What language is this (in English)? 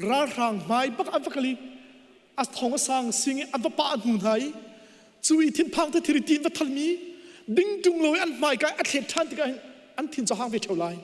Hakha Chin